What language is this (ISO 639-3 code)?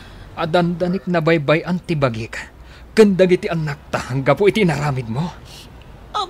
ilo